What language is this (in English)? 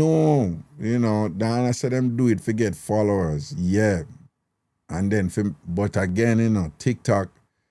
Jamaican Creole English